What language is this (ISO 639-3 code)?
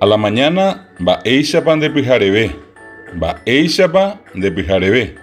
grn